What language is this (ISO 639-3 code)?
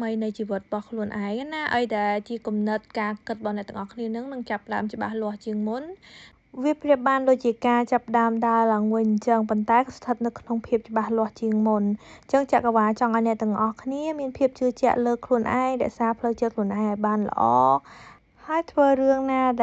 khm